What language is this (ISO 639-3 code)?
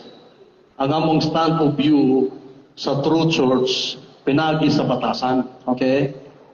ceb